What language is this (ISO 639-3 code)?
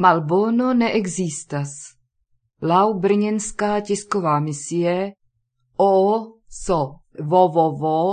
epo